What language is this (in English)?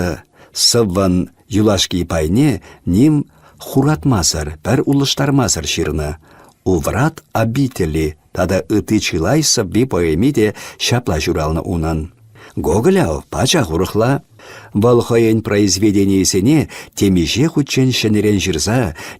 Chuvash